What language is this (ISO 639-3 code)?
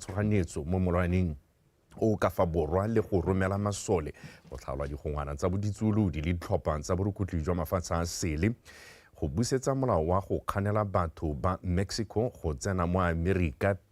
tsn